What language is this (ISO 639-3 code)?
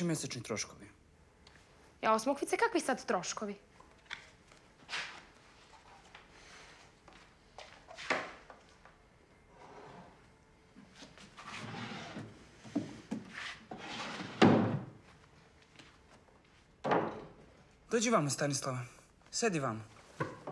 srp